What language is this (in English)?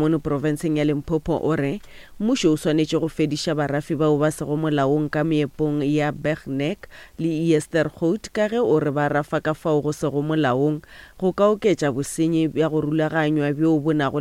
Northern Sotho